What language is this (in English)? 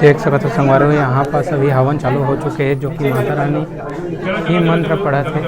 Chhattisgarhi